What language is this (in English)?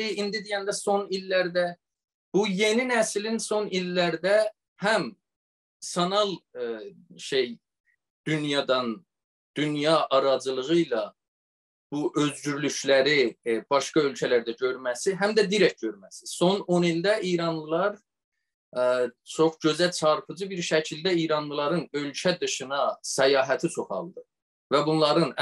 South Azerbaijani